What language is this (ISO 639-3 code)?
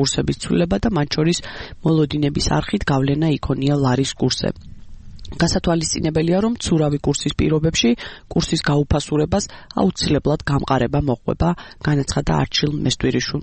kat